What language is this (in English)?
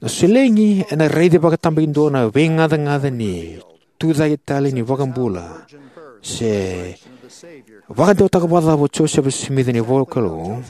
Fijian